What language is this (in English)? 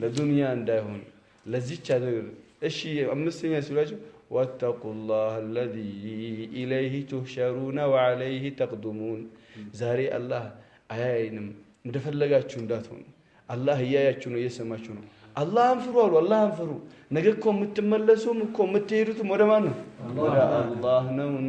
Amharic